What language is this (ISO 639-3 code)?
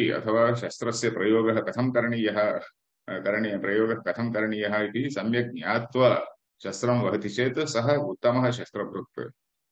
san